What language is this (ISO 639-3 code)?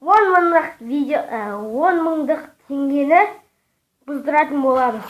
kaz